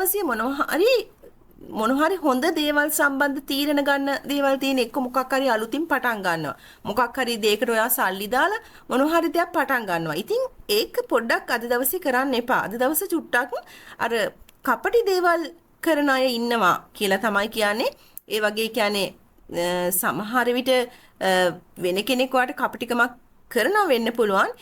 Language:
Sinhala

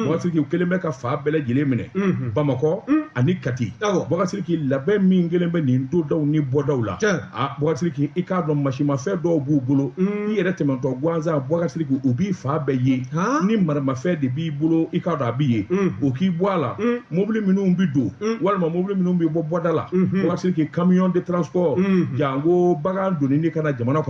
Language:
Bambara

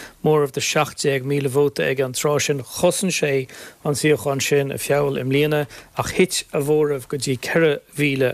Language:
Irish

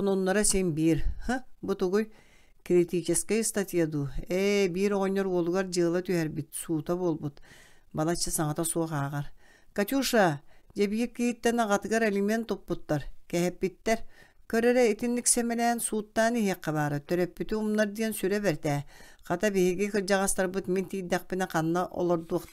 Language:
Yakut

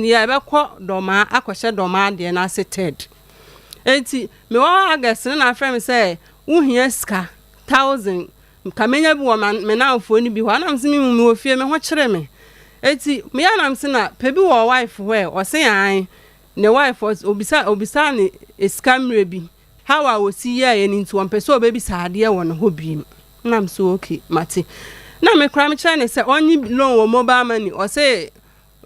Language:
Akan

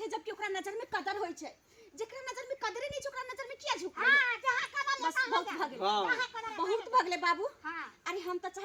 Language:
Maithili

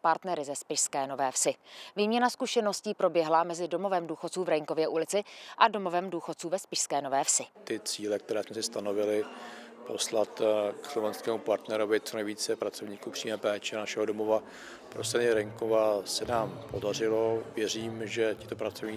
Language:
Czech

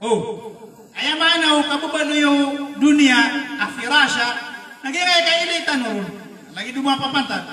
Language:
Maranao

